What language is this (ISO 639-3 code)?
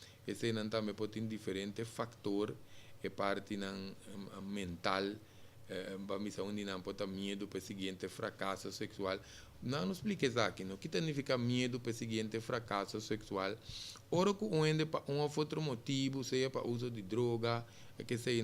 pap